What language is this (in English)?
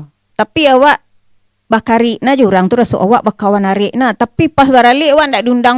Minangkabau